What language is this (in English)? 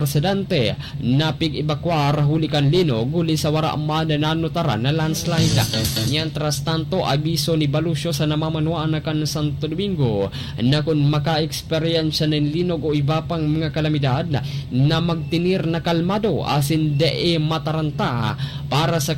Bikol